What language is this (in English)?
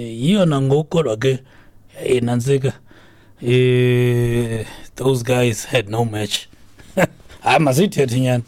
Xhosa